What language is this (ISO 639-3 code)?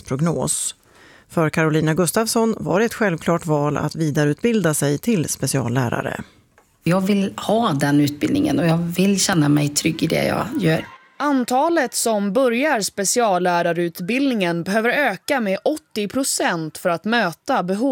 swe